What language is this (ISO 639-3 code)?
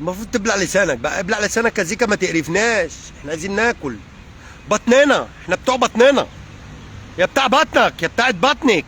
arz